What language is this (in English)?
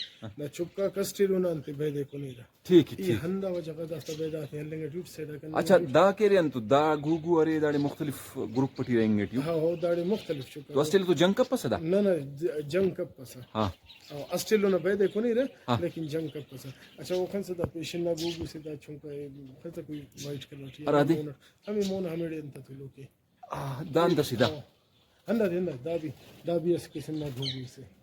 Brahui